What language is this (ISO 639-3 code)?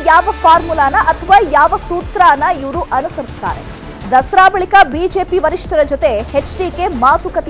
kan